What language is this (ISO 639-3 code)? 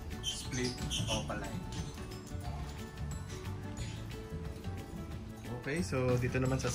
fil